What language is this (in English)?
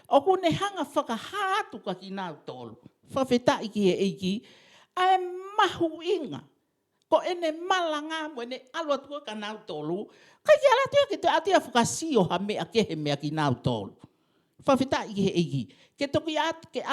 Tongan